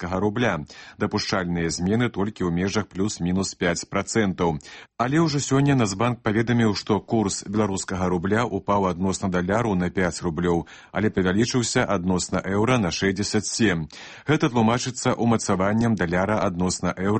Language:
Belarusian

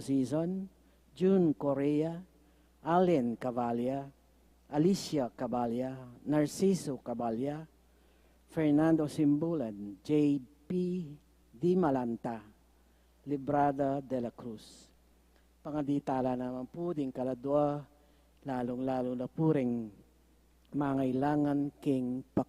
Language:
Pampanga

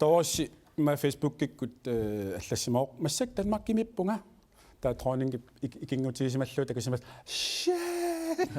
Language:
Kalaallisut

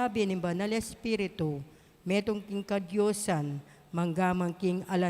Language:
Pampanga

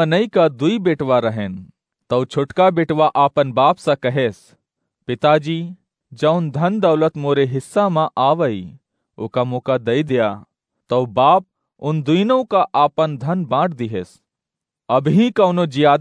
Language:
Awadhi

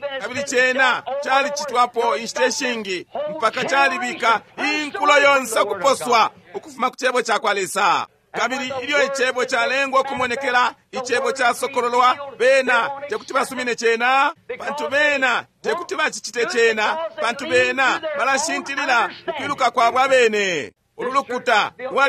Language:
Bemba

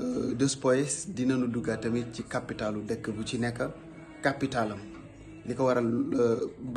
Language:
Wolof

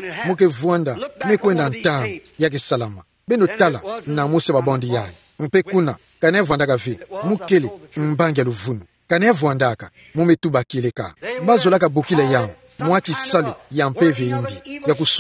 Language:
Kituba (Democratic Republic of Congo)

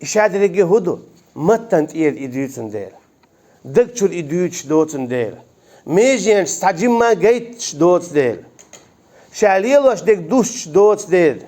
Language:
Chechen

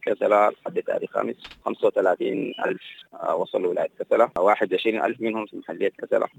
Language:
Sudanese Arabic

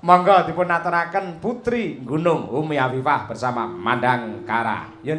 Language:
Javanese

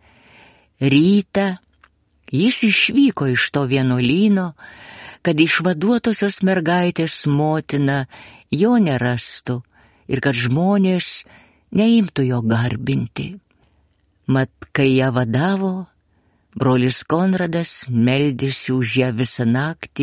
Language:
Lithuanian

